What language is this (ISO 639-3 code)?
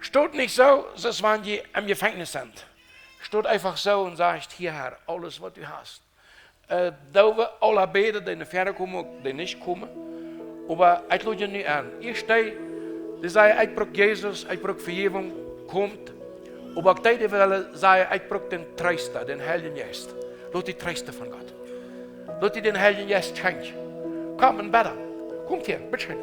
pdt